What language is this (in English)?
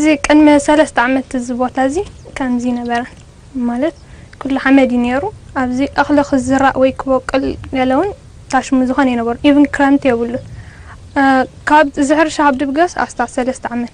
Tigrinya